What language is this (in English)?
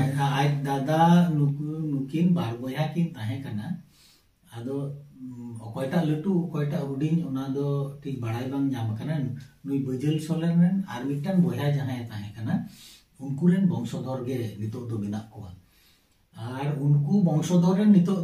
Santali